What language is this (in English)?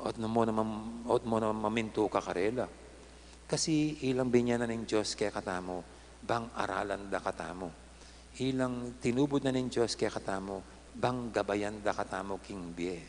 Pampanga